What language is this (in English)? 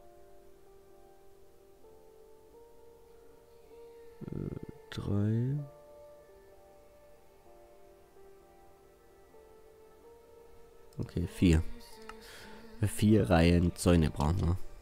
German